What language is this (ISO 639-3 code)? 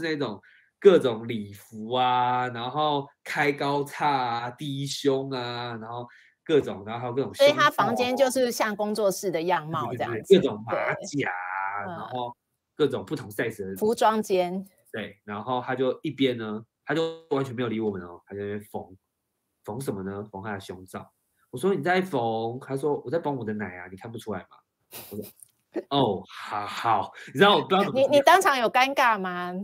zho